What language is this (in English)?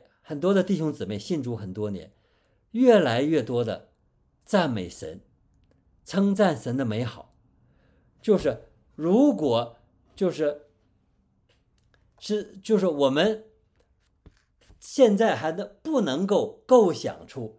Chinese